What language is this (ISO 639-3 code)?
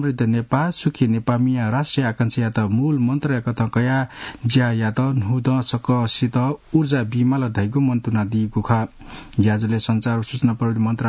new